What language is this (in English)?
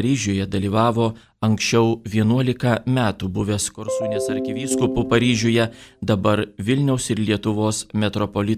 Lithuanian